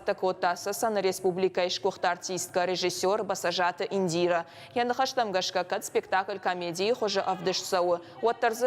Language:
Ossetic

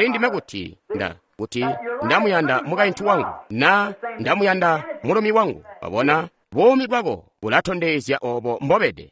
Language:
Tonga (Zambia)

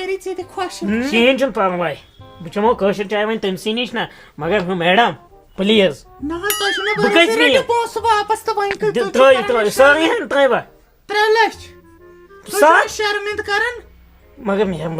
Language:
Kashmiri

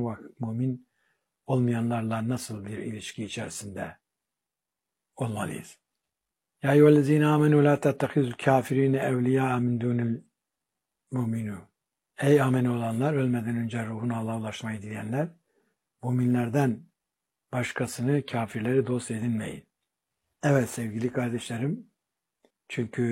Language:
Turkish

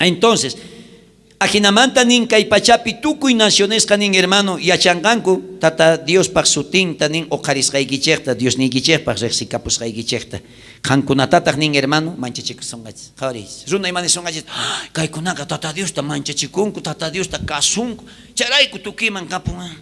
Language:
South Bolivian Quechua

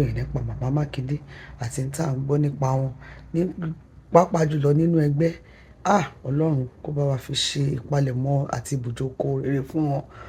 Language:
Yoruba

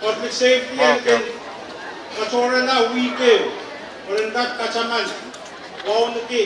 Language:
Pohnpeian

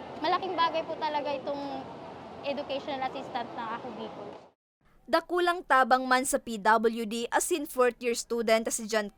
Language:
Bikol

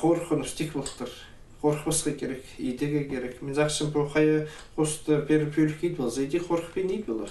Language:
Khakas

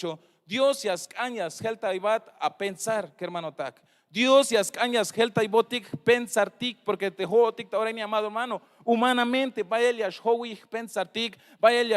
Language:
Tzeltal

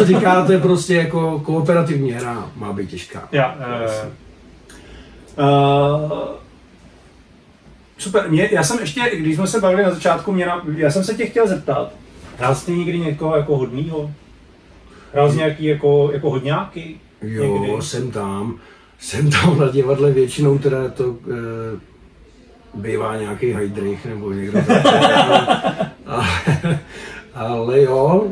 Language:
Czech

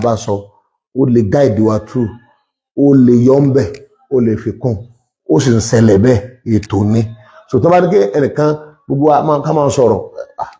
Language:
Yoruba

